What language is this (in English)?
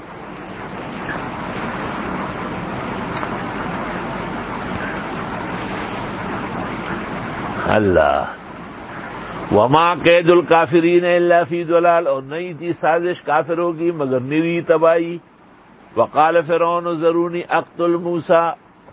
Urdu